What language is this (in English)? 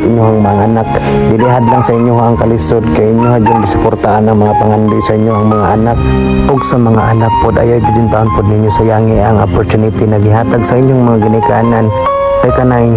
Cebuano